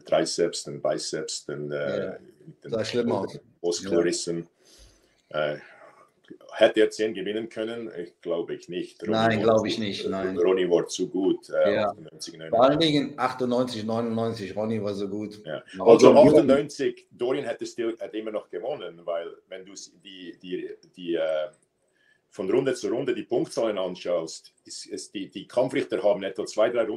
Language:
German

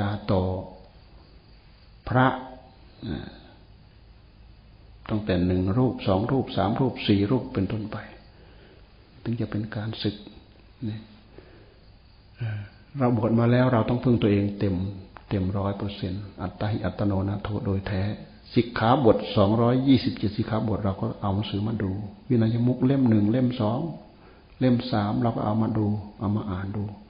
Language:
Thai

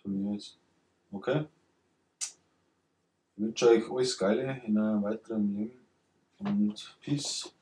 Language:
Bavarian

